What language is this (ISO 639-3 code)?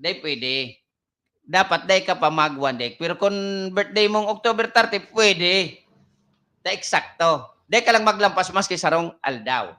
bik